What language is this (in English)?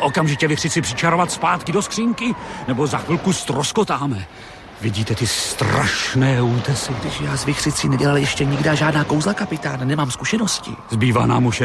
Czech